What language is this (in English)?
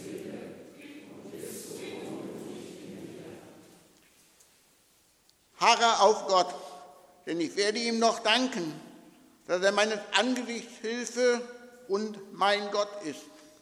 German